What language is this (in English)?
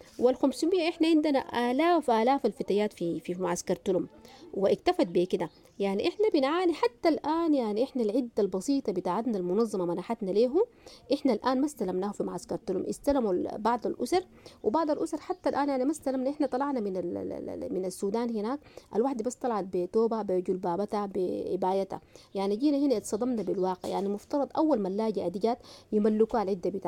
Sudanese Arabic